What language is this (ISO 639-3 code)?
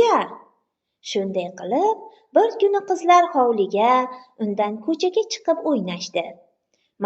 uzb